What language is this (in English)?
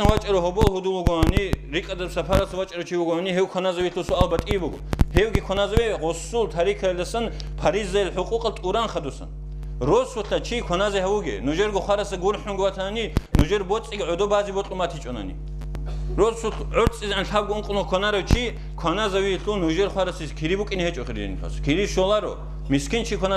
Avaric